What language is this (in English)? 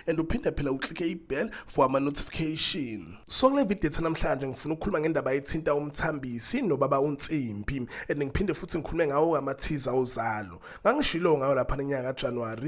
Zulu